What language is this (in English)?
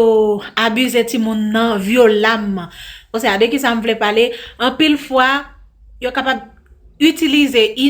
Haitian Creole